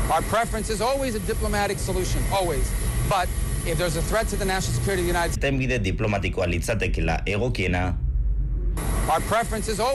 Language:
Basque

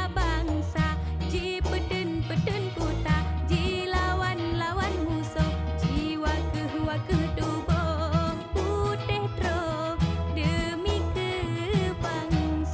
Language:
Achinese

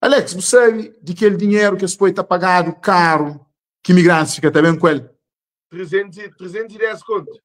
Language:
Kabuverdianu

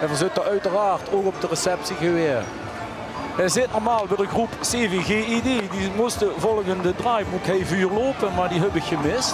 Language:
Limburgish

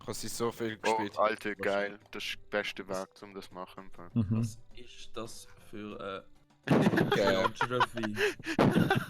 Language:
Swiss German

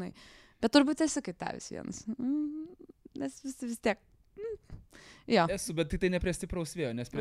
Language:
Lithuanian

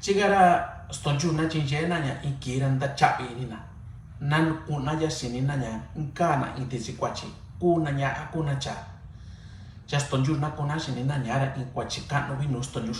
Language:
Mixtepec Mixtec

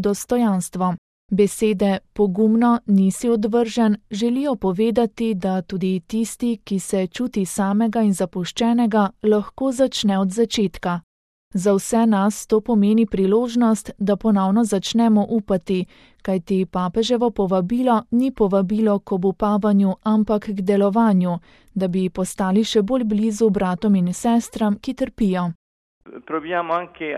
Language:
Slovenian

